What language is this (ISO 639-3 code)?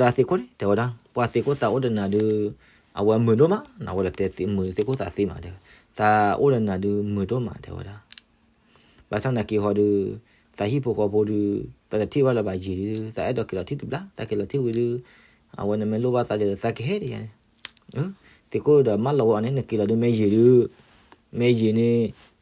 ksw